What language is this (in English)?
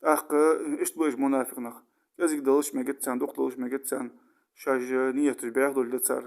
Ingush